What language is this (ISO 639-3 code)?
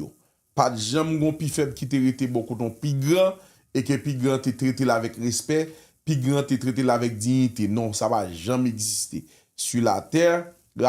hat